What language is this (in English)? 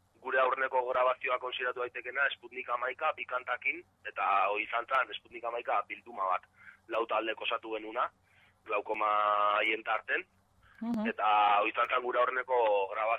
Basque